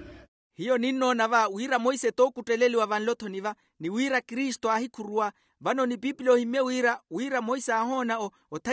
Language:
Makhuwa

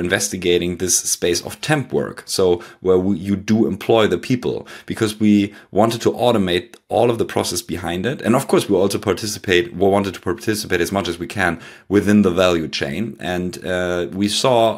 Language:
English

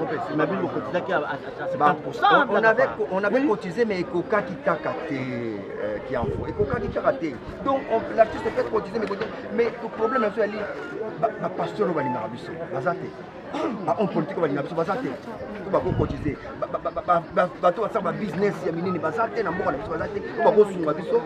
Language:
Lingala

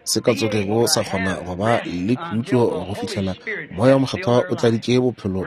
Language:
Northern Sotho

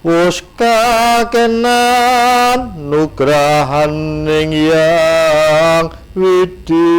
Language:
Javanese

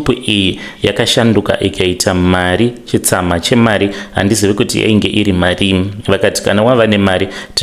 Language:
Shona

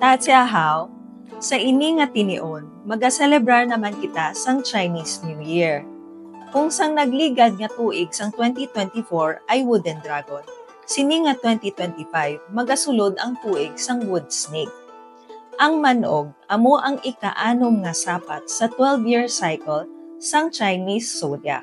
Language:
Hiligaynon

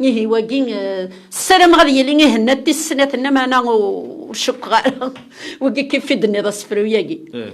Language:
Kabyle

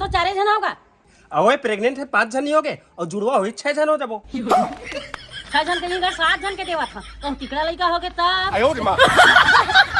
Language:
Chhattisgarhi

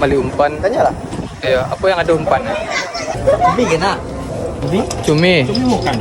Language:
Minangkabau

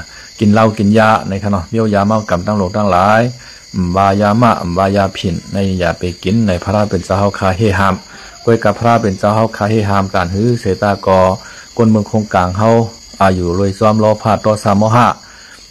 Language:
Shan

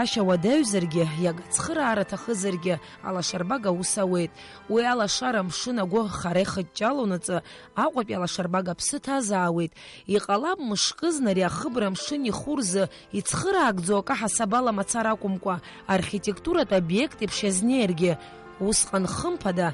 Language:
Abkhazian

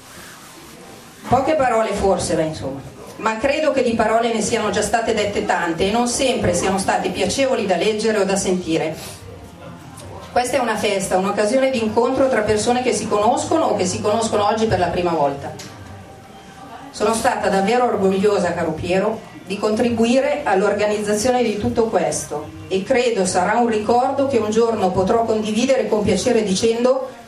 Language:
Italian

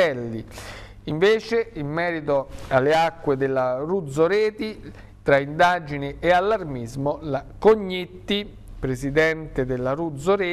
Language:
Italian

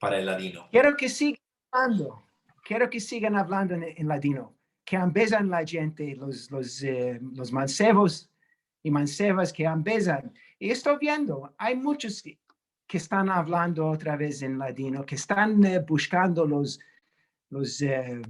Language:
Ladino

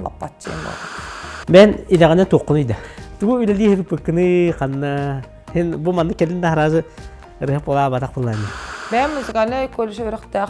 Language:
Yakut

